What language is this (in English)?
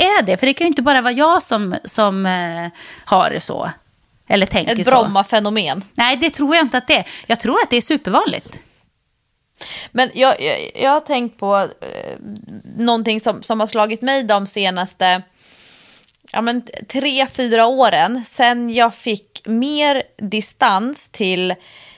Swedish